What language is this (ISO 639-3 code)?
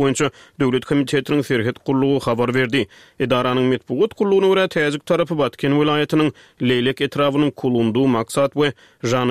tuk